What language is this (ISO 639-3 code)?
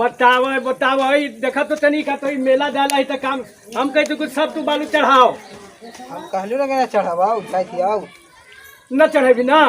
mag